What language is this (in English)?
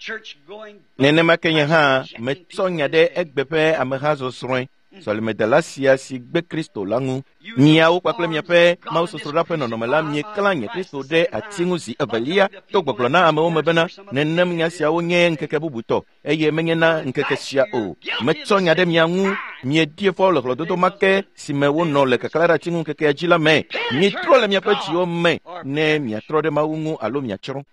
Ewe